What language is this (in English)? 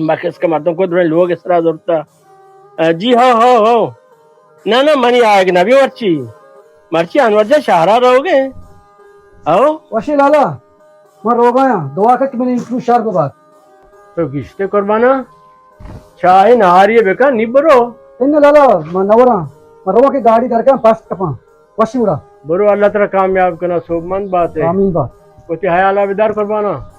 Baluchi